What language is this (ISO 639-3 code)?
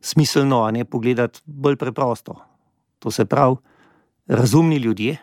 slv